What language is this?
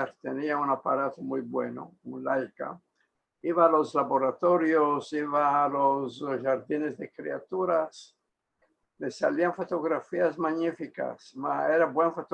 Ladino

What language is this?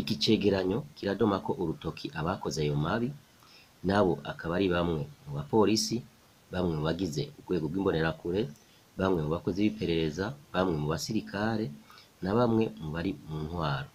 Rundi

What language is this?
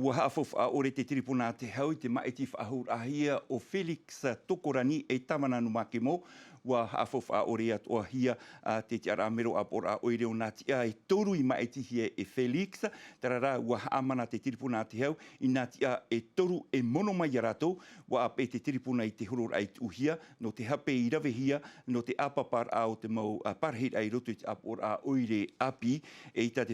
Tahitian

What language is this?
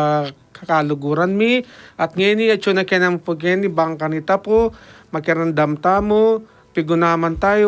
Pampanga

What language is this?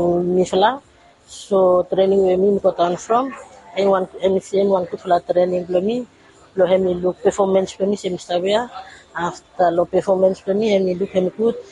Bislama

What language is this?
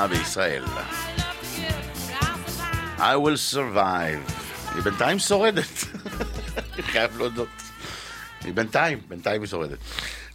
Hebrew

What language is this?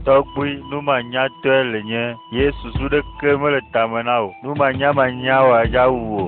Ewe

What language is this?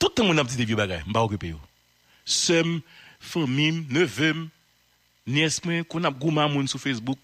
Haitian Creole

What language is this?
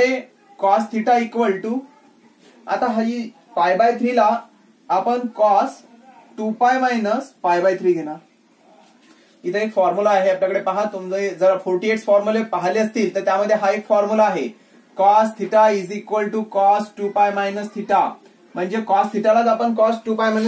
Marathi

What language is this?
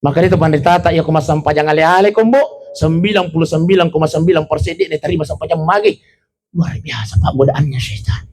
Buginese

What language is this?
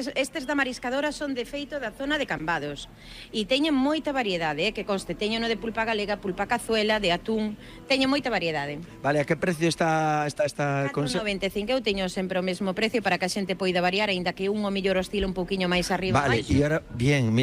Galician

